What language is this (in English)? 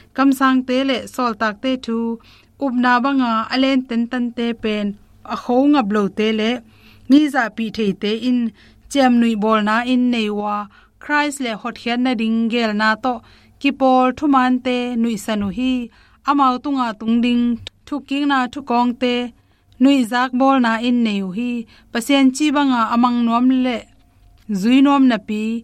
Tedim Chin